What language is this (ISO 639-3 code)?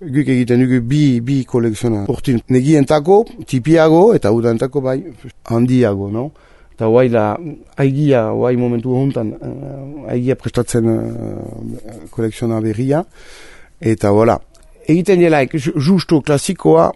eus